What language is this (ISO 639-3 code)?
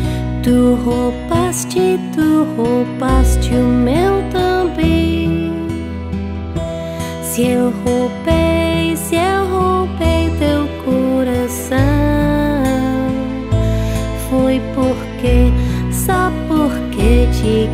por